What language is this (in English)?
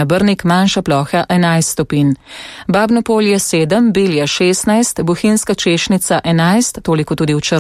Slovenian